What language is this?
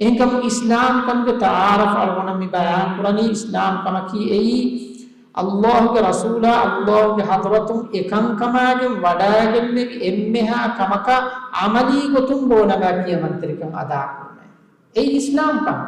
Divehi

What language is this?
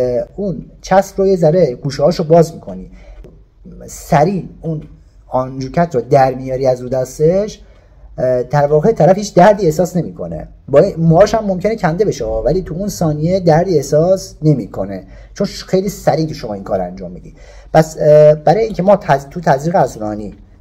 Persian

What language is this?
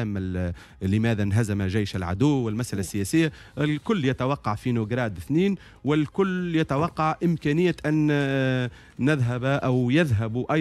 Tunisian Arabic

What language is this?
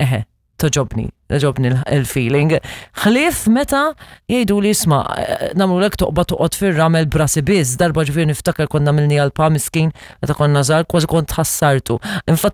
Maltese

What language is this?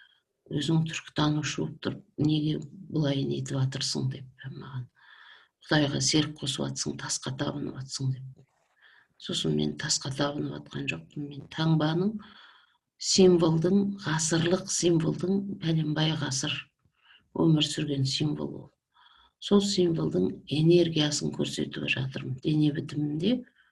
Kazakh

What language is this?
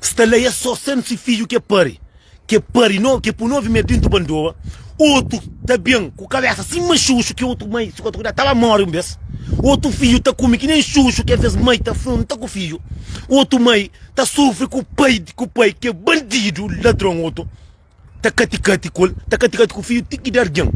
Kabuverdianu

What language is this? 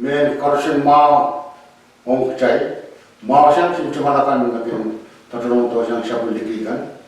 Pohnpeian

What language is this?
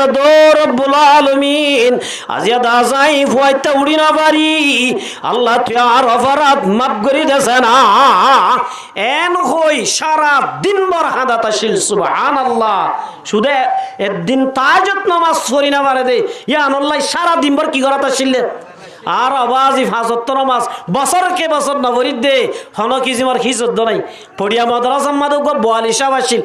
Rohingya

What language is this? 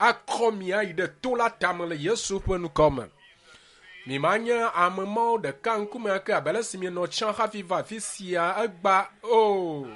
Ewe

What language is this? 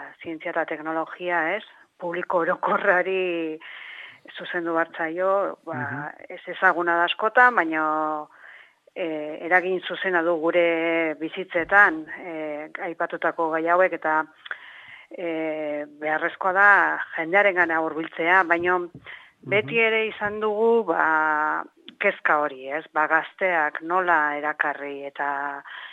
Basque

